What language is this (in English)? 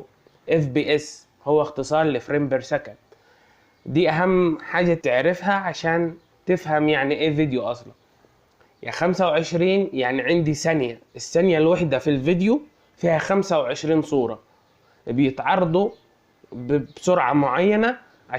Egyptian Arabic